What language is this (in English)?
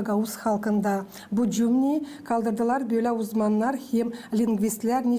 Gagauz